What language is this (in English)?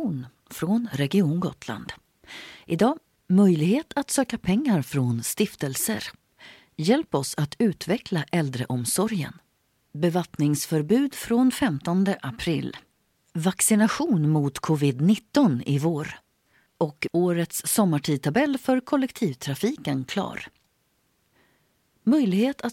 Swedish